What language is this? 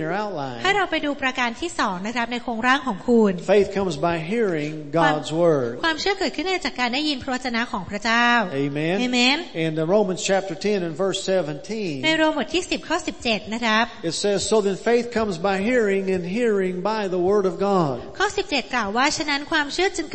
Thai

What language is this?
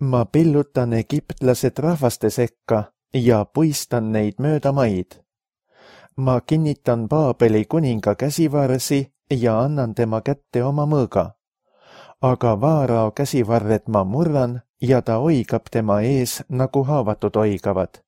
Estonian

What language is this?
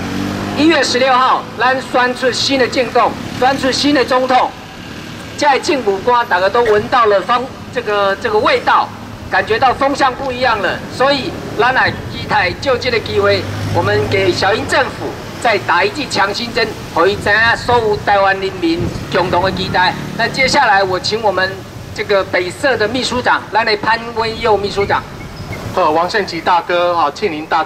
Chinese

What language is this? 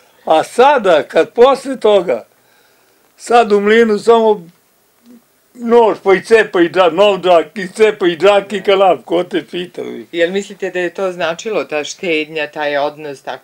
Serbian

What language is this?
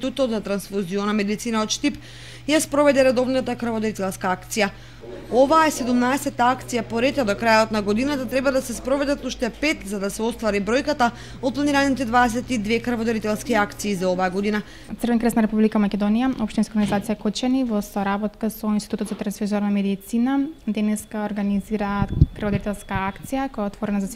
Macedonian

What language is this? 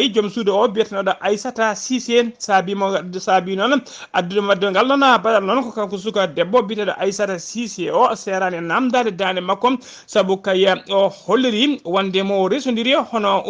Fula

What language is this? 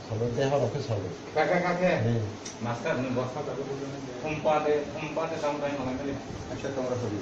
Kok Borok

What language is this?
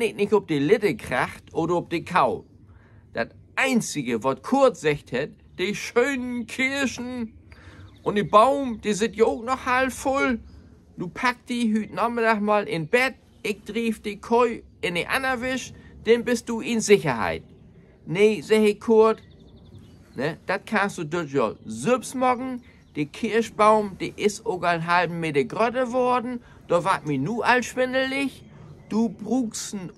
Low German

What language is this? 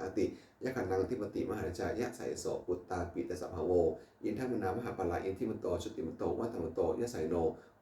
Pali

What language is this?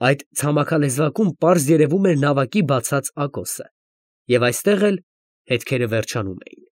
Armenian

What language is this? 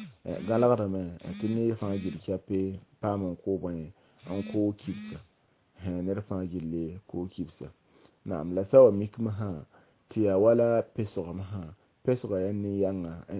Mossi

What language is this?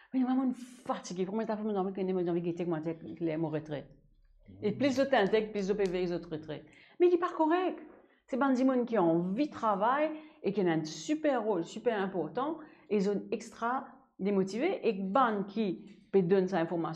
Morisyen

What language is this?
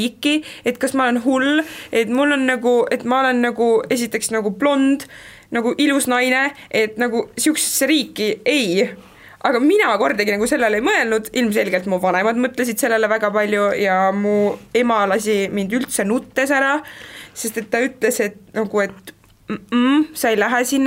Estonian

